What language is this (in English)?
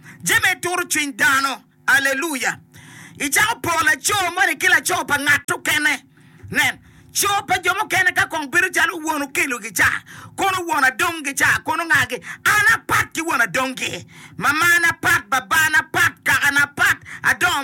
Acoli